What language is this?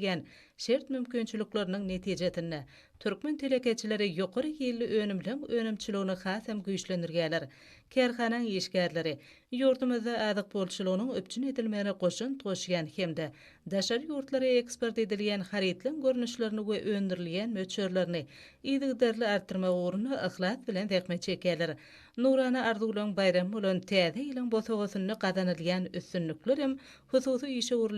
Turkmen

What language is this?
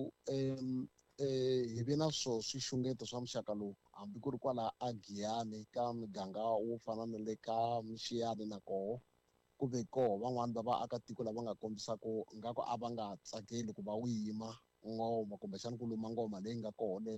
Tsonga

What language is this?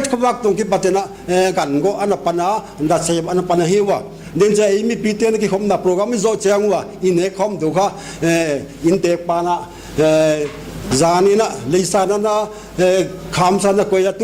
Paite Chin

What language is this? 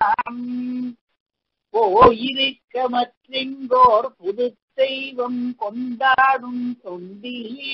Tamil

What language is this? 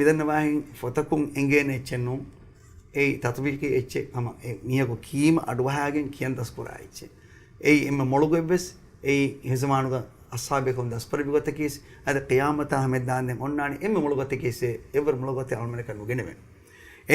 Divehi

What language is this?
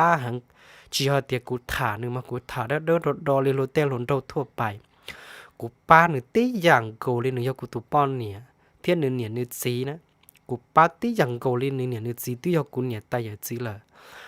Hmong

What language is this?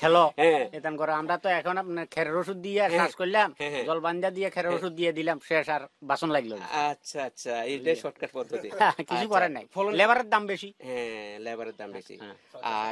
Bangla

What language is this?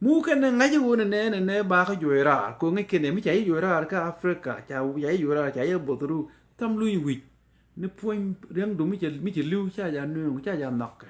Nuer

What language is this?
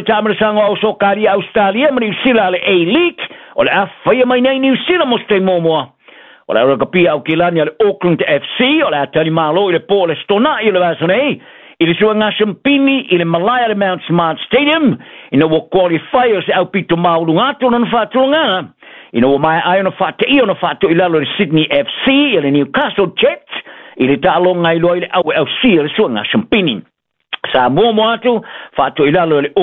Samoan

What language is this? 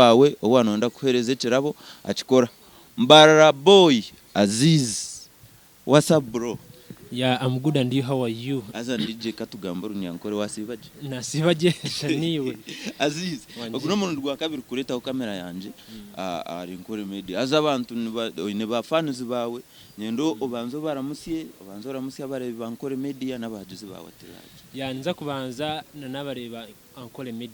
Nyankole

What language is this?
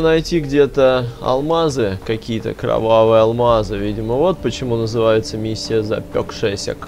Russian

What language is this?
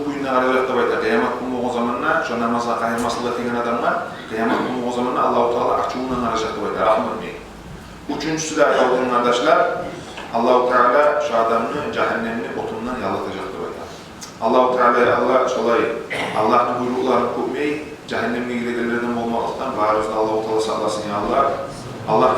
Kumyk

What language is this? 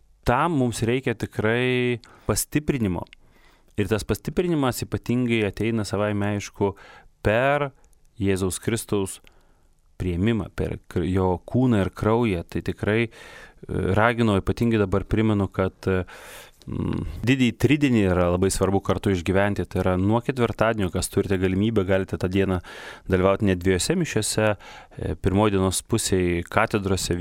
Lithuanian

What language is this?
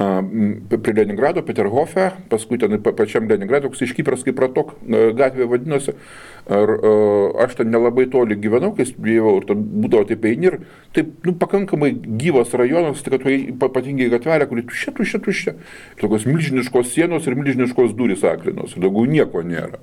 Lithuanian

